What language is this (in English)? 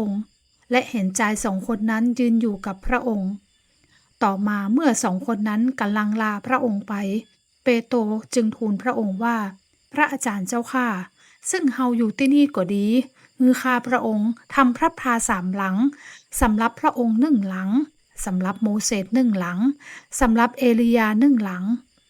Northern Thai